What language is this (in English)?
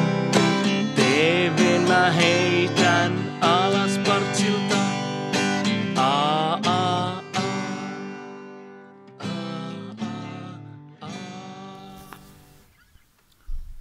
Finnish